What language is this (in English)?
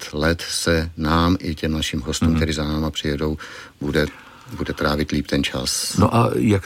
Czech